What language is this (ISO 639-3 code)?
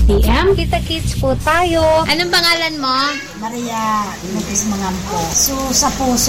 fil